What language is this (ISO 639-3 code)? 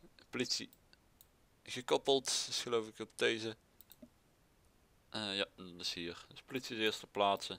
nld